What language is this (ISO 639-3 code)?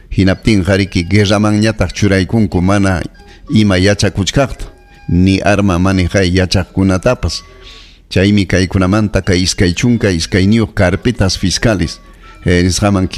quy